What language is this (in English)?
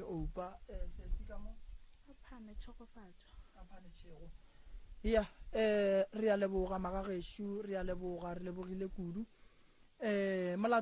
Northern Sotho